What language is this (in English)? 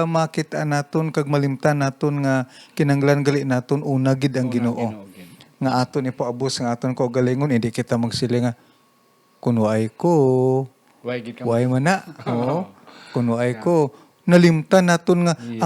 Hiligaynon